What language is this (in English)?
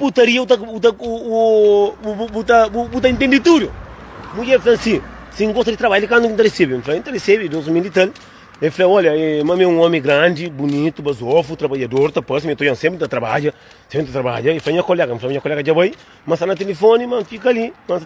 Kabuverdianu